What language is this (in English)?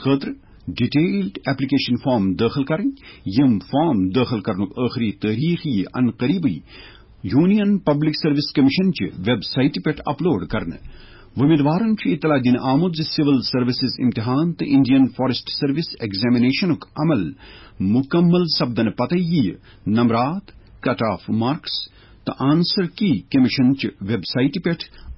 Kashmiri